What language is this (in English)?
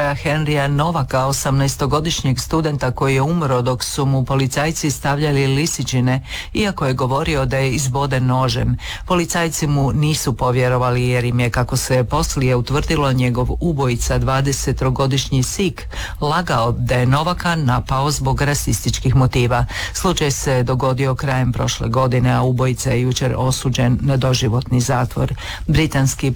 Croatian